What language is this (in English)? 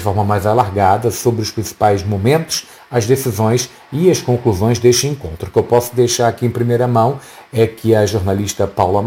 Portuguese